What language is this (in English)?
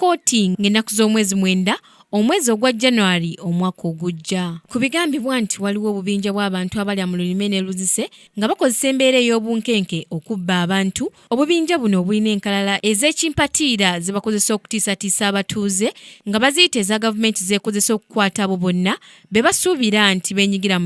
Ganda